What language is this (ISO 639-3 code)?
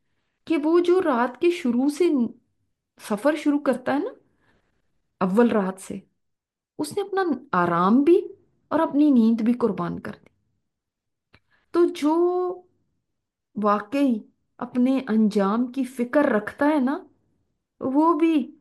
urd